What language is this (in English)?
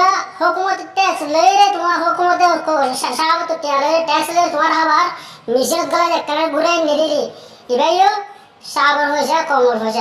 Rohingya